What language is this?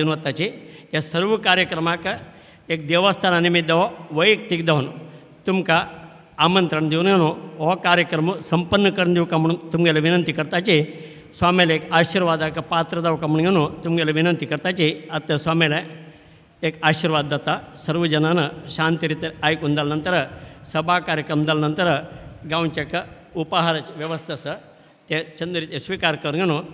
Konkani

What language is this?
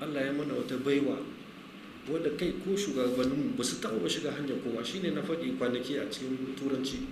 Hausa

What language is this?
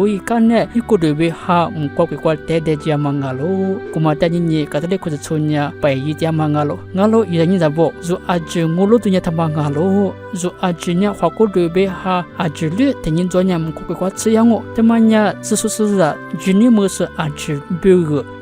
Lisu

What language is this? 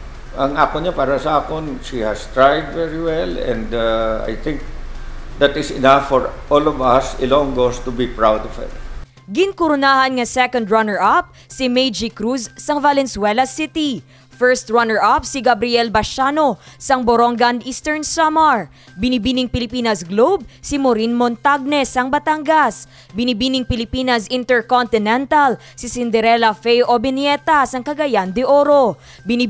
Hiligaynon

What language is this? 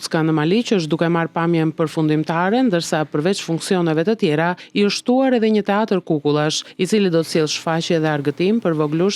Albanian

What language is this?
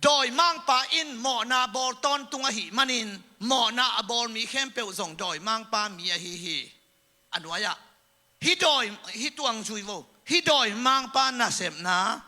Tedim Chin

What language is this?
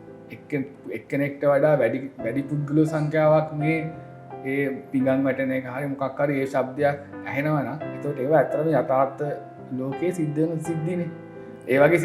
Sinhala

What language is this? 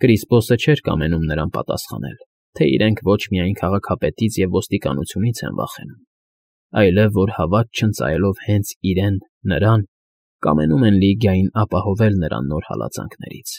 Armenian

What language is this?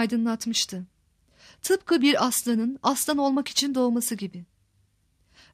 Turkish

